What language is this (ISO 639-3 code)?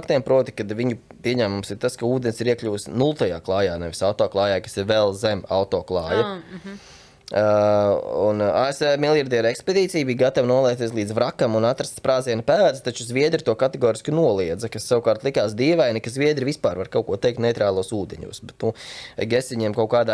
lav